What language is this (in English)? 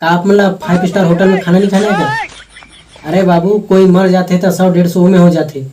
Chhattisgarhi